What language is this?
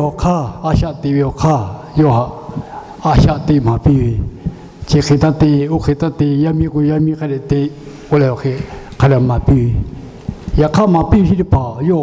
Lahu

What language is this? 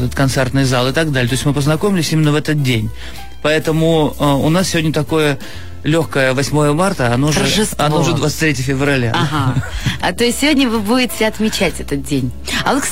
Russian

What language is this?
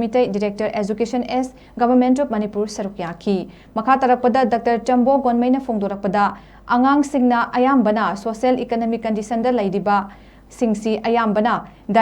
Manipuri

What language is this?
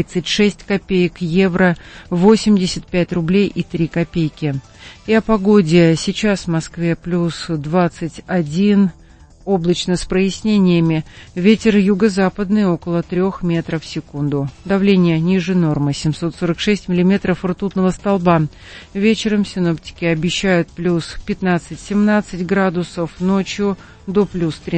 Russian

